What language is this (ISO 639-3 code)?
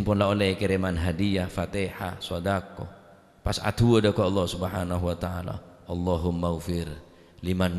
mad